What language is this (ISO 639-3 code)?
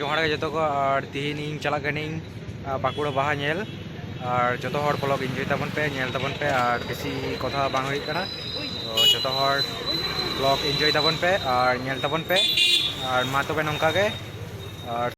sat